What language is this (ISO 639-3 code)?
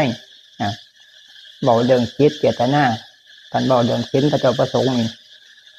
tts